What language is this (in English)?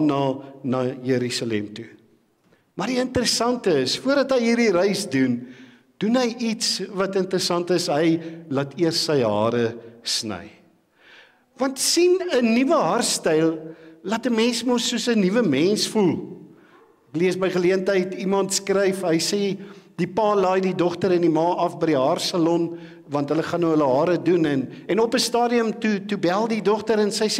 Afrikaans